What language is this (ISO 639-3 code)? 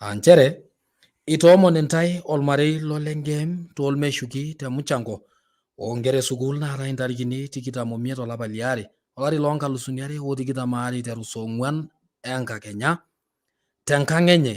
mas